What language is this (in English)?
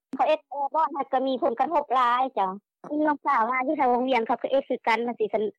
Lao